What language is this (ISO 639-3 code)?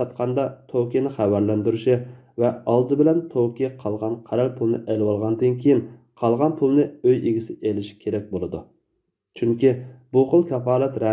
uig